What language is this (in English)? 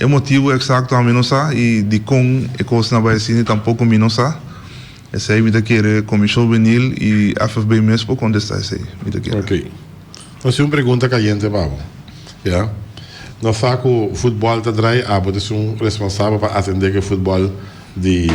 Papiamento